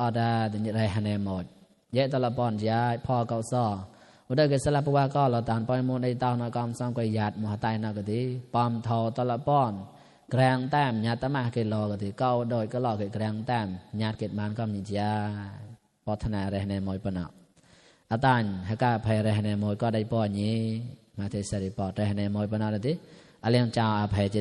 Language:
Mon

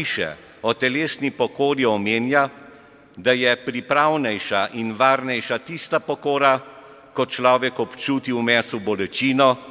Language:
Slovenian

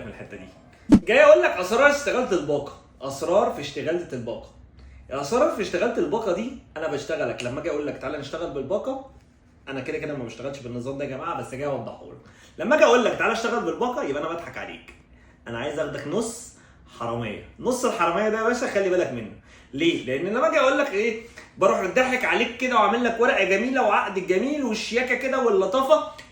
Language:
Egyptian Arabic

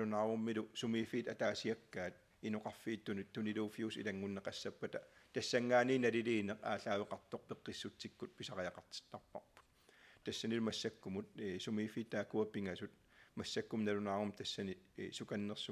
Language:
Kalaallisut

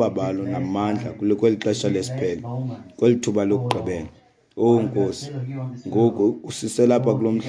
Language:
Xhosa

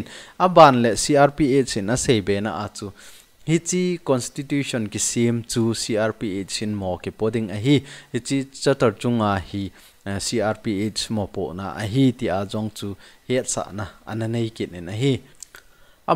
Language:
Thado Chin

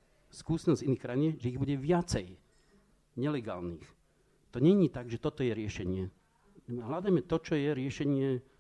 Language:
Slovak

